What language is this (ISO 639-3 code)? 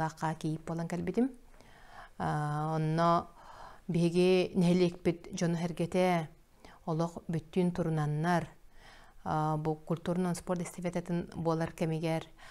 sah